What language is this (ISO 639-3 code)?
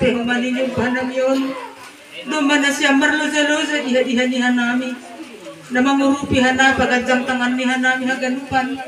bts